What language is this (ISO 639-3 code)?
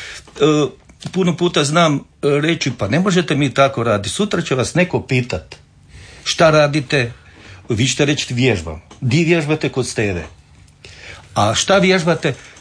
hrv